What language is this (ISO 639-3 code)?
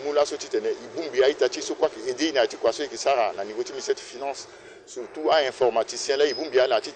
sag